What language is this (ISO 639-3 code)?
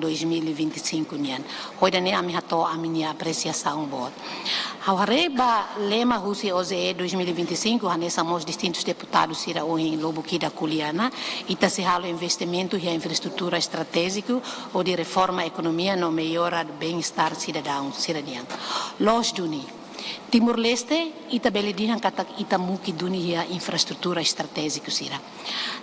tet